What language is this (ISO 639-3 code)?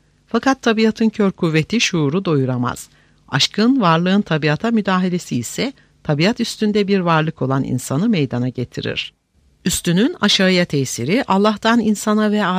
tur